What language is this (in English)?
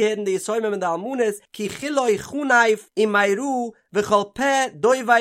Yiddish